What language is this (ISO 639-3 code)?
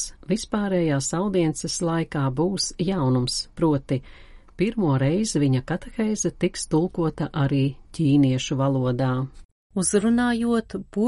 lav